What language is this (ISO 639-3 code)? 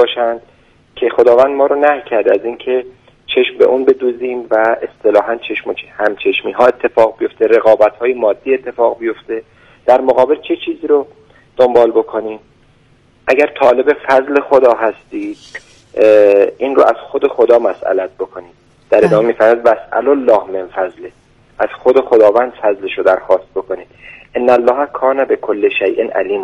fas